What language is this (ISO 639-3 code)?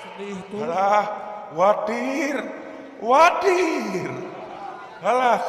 sun